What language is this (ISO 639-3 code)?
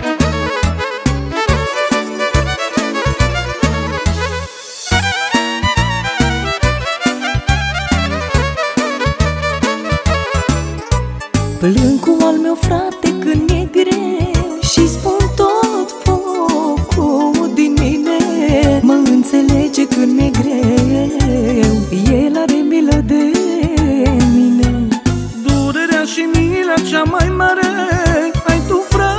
ron